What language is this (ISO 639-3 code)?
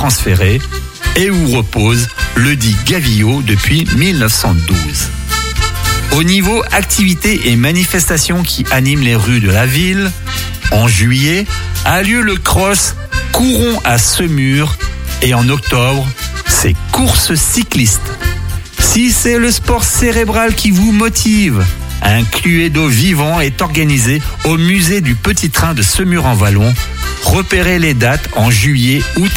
fra